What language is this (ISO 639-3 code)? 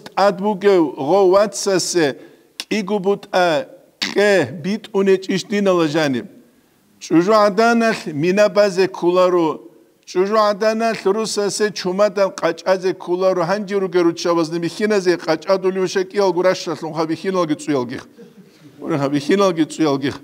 ava